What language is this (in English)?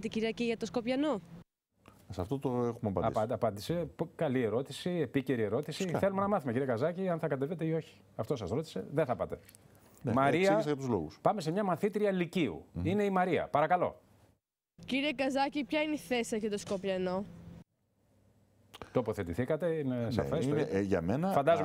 Greek